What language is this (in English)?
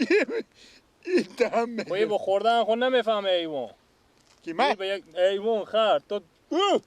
Persian